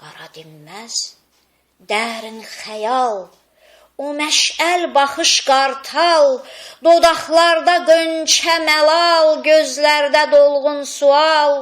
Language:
Azerbaijani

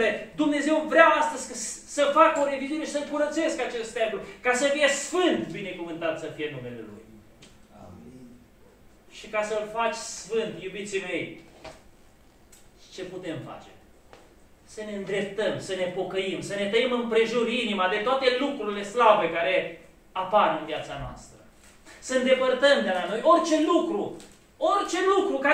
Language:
Romanian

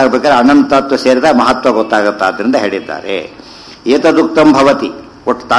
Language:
Kannada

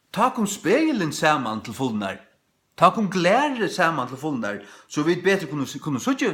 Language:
Faroese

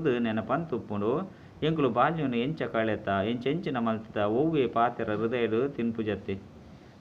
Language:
Tulu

